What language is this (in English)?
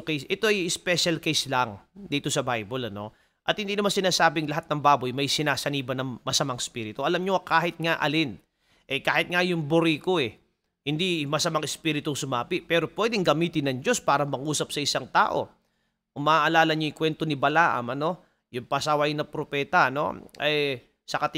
Filipino